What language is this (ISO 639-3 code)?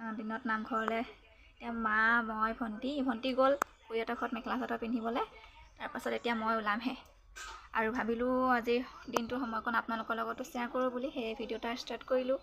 asm